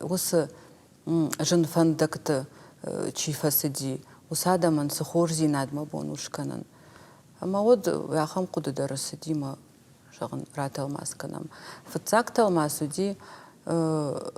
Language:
Ossetic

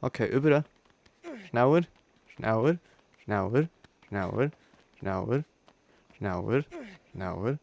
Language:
Swiss German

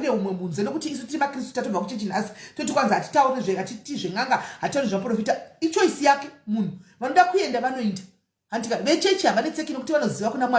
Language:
Shona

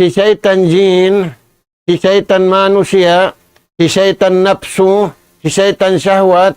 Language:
Tausug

